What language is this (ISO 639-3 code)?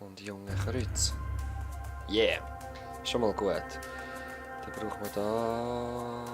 gsw